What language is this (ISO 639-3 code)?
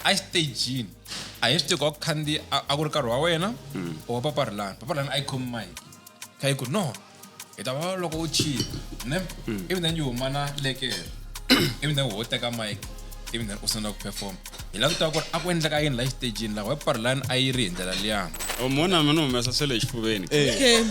tso